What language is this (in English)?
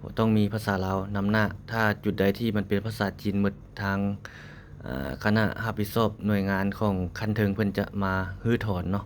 Lao